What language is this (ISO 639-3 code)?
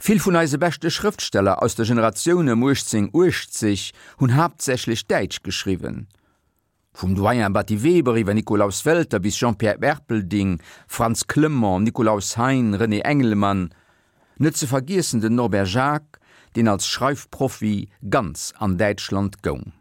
ltz